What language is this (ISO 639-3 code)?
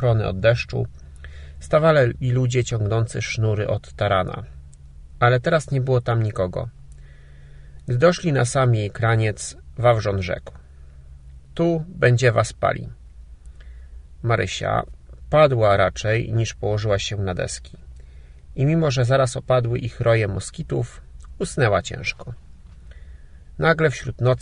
pol